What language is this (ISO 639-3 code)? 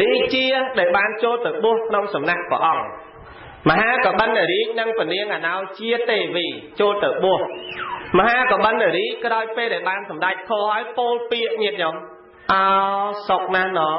khm